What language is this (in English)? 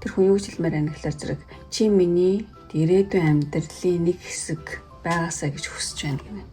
Mongolian